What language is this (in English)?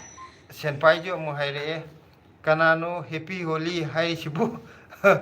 Manipuri